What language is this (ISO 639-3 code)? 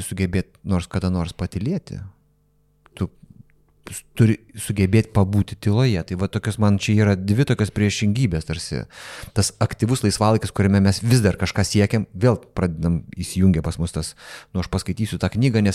lit